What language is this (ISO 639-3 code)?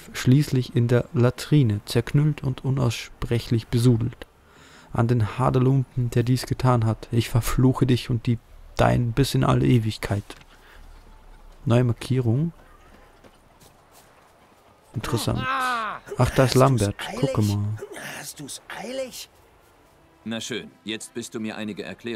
deu